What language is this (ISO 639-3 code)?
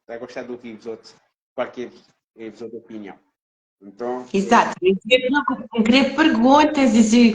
kea